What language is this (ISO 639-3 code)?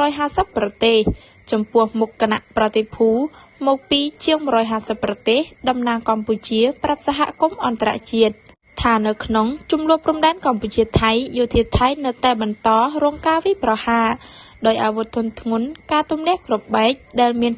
khm